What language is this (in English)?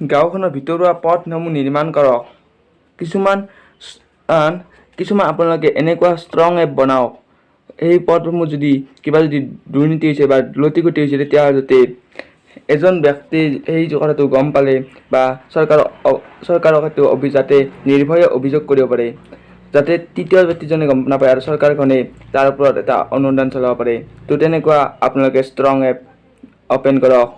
Assamese